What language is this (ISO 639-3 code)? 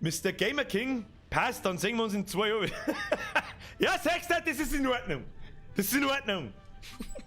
bar